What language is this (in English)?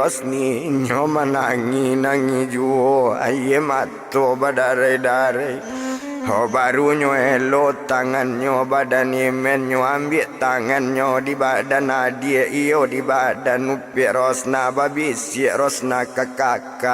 Minangkabau